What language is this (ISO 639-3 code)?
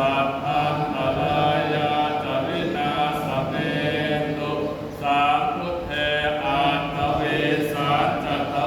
pli